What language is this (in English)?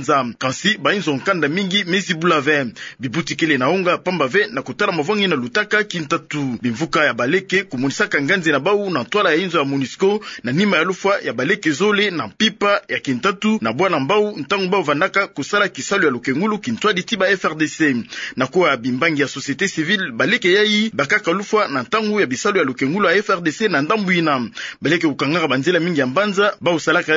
Kituba (Democratic Republic of Congo)